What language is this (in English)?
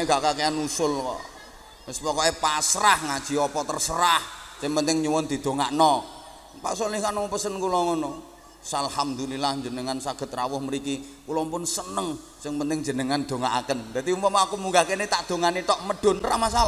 Javanese